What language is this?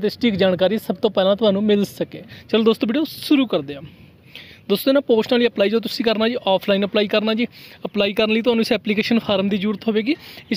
Punjabi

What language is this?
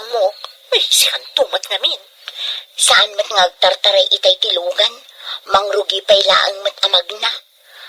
Iloko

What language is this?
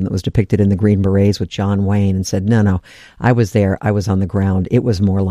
English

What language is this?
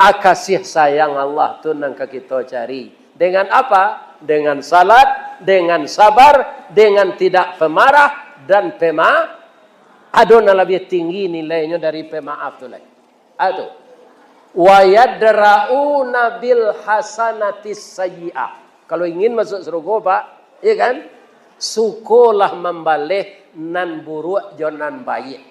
Minangkabau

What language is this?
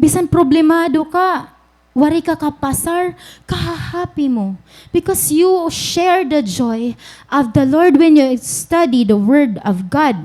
Waray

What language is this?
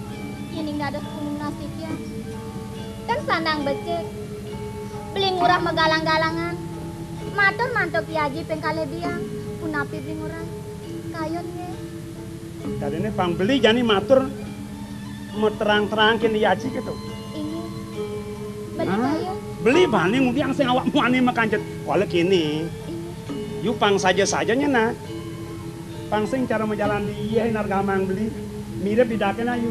Balinese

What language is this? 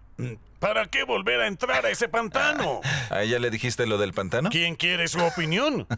Spanish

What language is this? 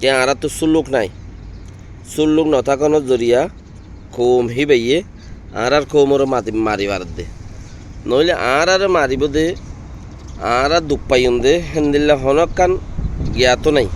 Rohingya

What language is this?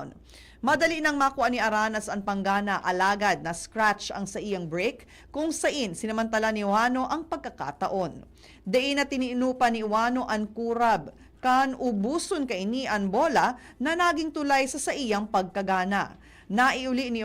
Bikol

